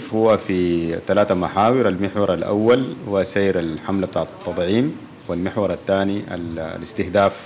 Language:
Sudanese Arabic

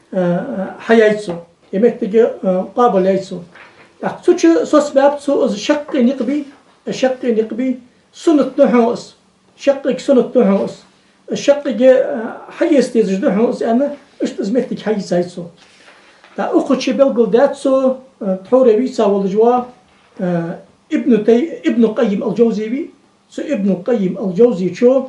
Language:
Ingush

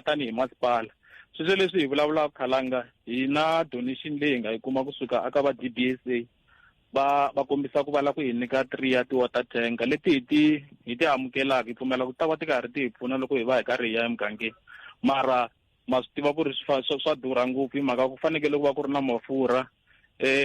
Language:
Tsonga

